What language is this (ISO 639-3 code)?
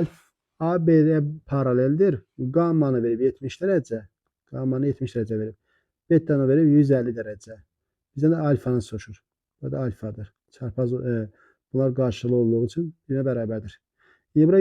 aze